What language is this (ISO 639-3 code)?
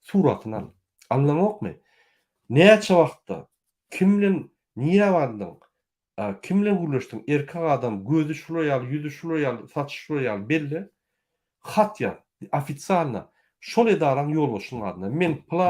tuk